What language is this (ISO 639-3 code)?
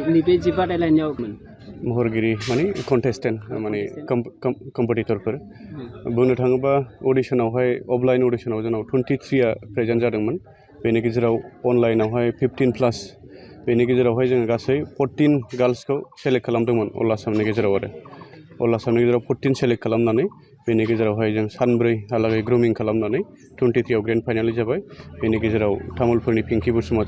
brx